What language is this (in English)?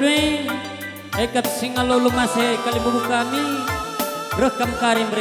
Batak Karo